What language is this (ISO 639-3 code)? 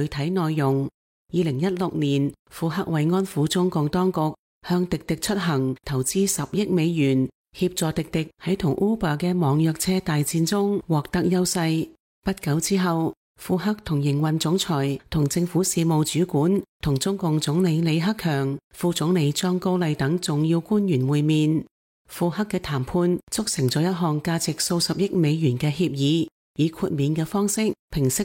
yue